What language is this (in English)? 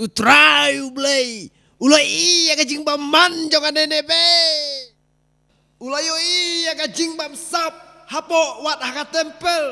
Khasi